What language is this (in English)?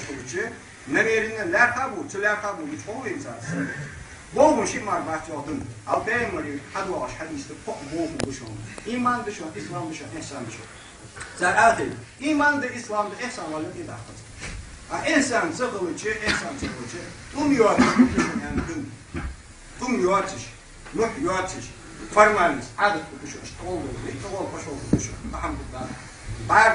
Ingush